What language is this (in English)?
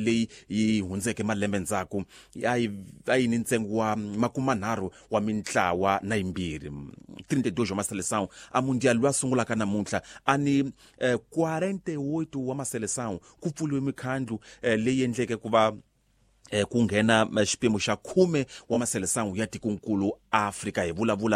Tsonga